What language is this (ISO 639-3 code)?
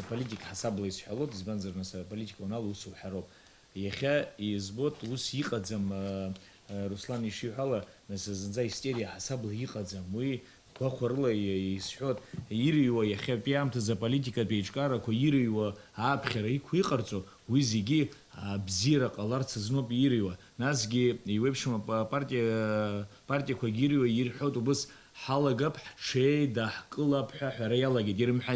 abk